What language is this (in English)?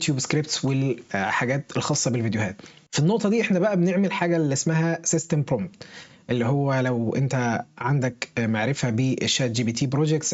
Egyptian Arabic